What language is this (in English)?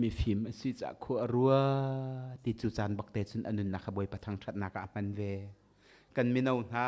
Hakha Chin